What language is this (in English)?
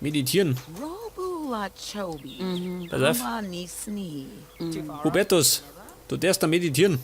Bavarian